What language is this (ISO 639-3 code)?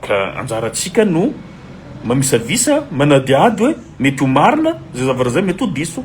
mlg